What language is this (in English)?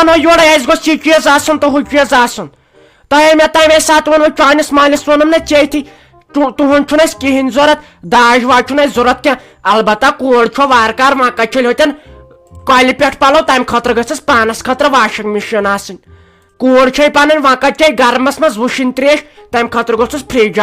Kashmiri